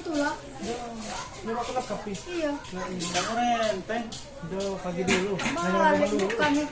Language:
Musi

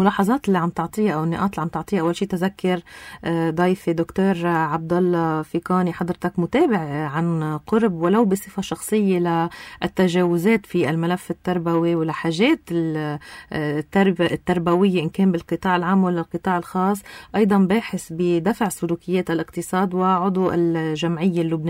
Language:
North Levantine Arabic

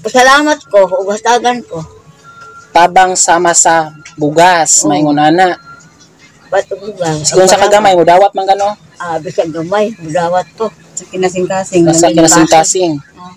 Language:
Cebuano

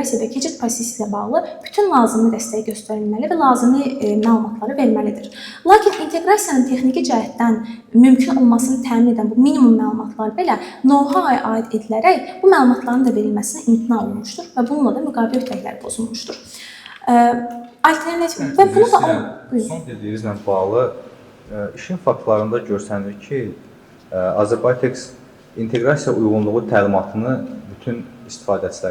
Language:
Azerbaijani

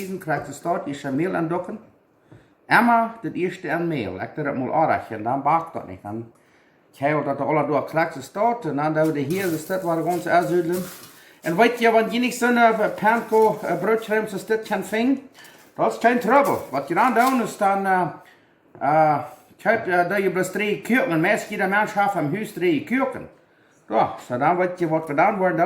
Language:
Plautdietsch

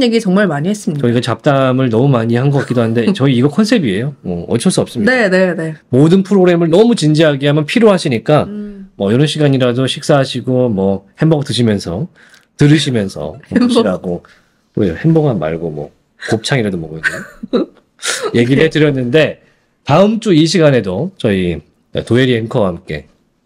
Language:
Korean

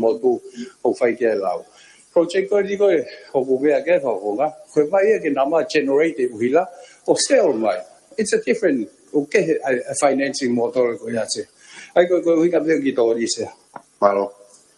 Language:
Tongan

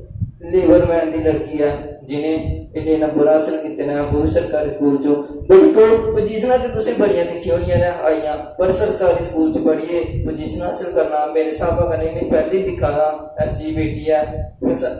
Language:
Dogri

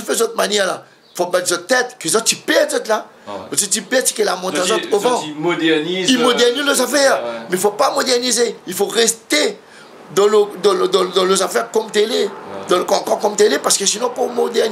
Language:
Réunion Creole French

